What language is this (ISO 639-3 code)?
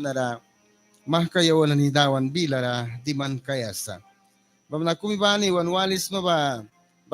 miq